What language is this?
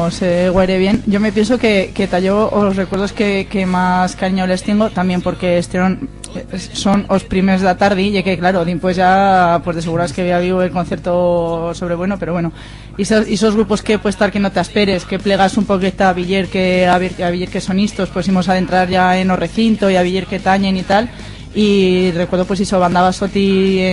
Aragonese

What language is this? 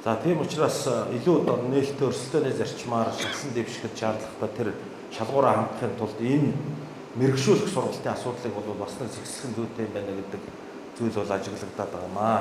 Mongolian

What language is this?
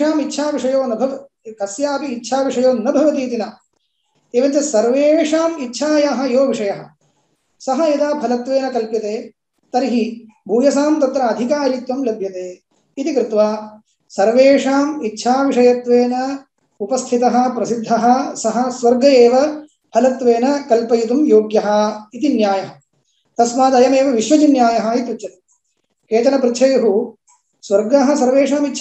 Sanskrit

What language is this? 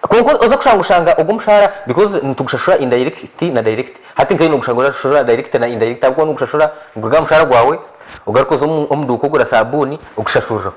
Nyankole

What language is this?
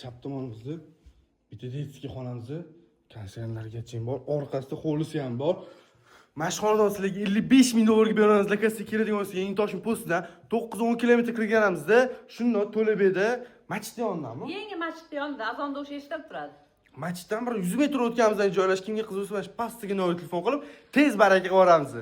Uzbek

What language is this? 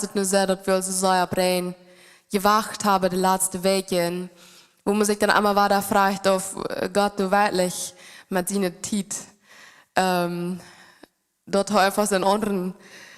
Plautdietsch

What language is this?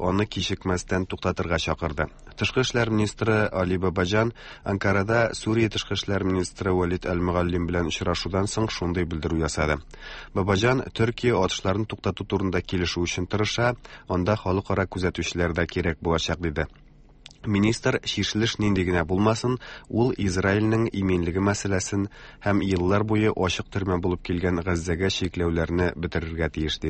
Tatar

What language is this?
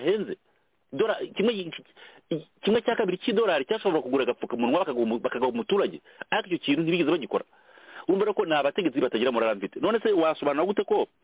Kinyarwanda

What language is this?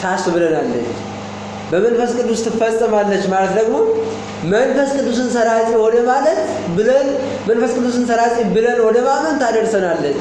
Amharic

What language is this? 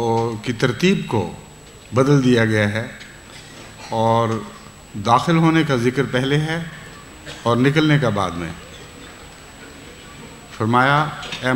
Urdu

